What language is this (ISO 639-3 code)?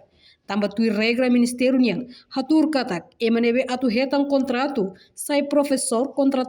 tet